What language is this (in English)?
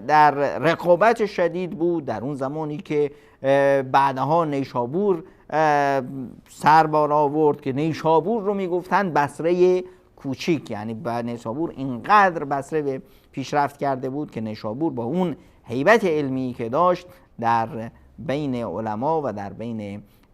Persian